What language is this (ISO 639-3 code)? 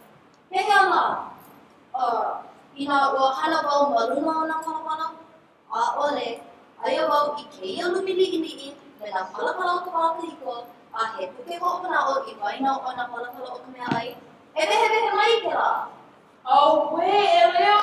haw